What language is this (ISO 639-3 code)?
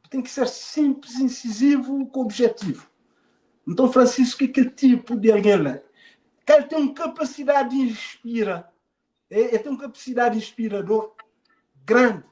kea